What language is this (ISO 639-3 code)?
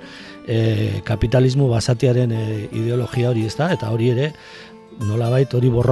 eus